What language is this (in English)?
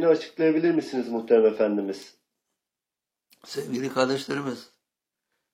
Turkish